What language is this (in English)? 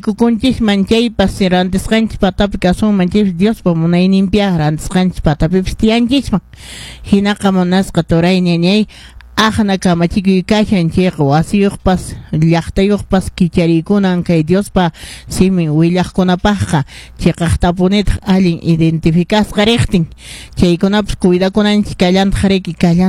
Quechua